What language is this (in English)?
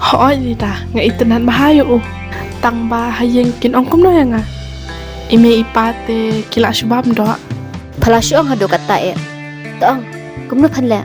Khasi